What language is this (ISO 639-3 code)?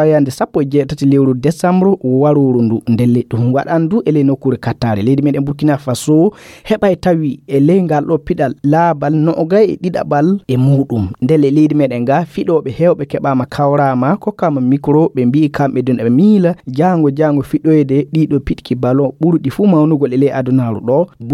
ful